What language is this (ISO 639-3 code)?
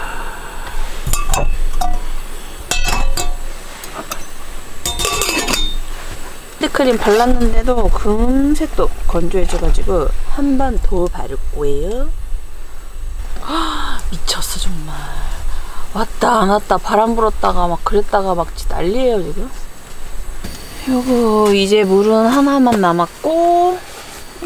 kor